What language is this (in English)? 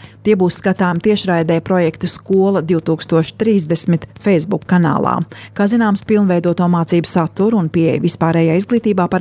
Latvian